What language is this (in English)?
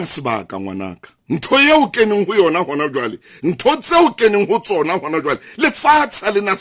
Southern Sotho